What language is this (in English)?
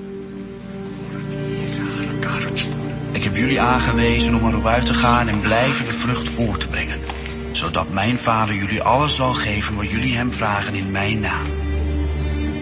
Dutch